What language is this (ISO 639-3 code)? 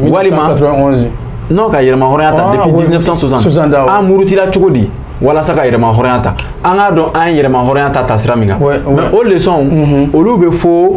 bam